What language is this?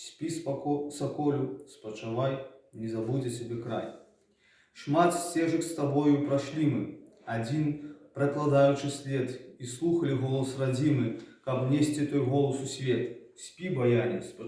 Belarusian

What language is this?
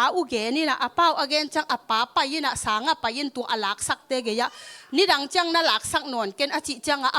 Tedim Chin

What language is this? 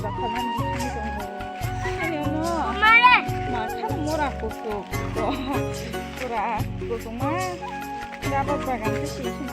Kok Borok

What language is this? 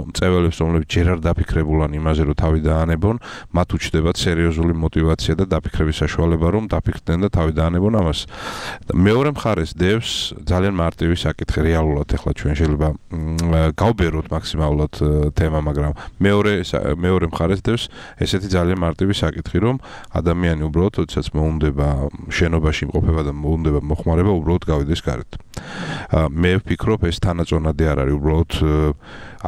Georgian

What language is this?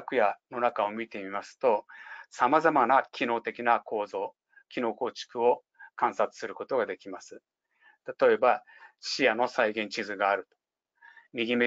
Japanese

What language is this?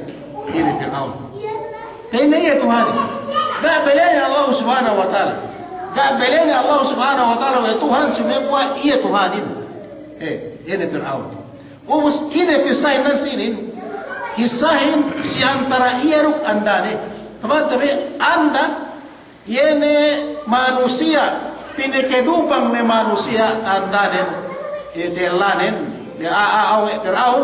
Yakan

